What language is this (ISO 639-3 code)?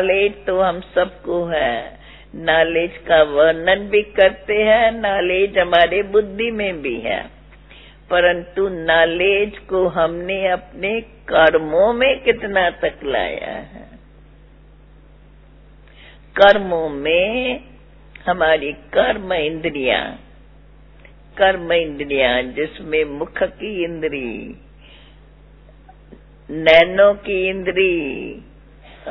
hin